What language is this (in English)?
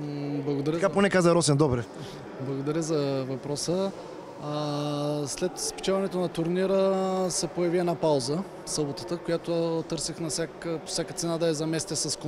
Bulgarian